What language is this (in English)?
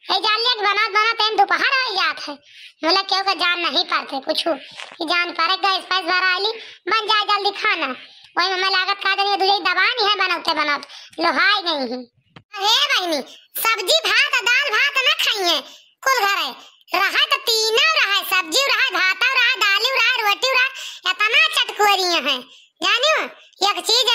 Awadhi